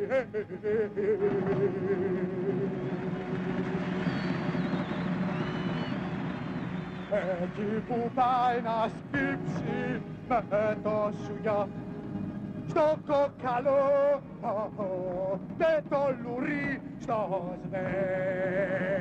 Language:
Greek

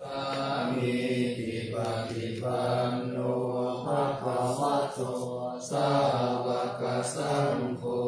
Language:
Pali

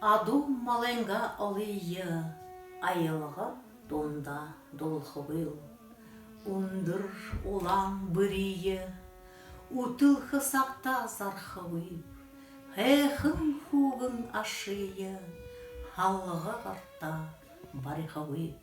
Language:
Buriat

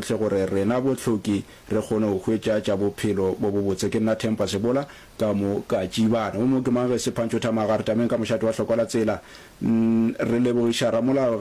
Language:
Northern Sotho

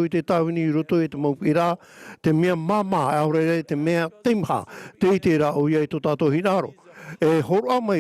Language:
Tahitian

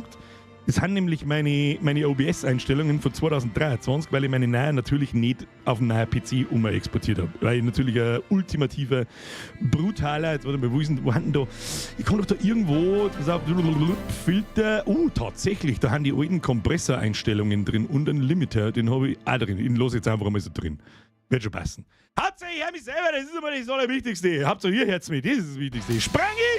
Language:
Bavarian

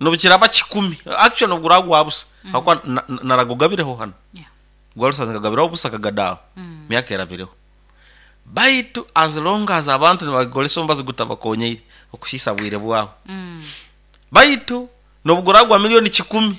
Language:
Nyoro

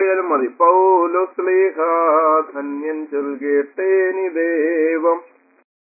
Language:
Malayalam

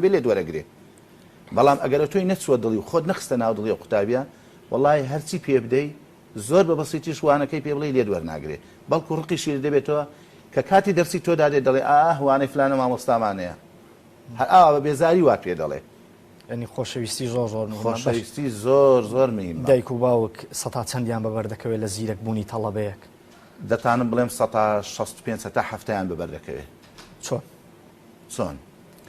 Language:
Central Kurdish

